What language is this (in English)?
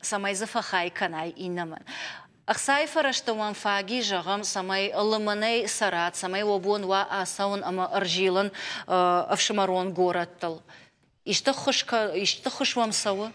Ossetic